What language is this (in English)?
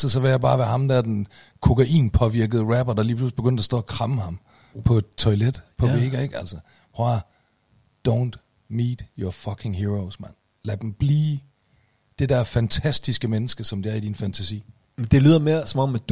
Danish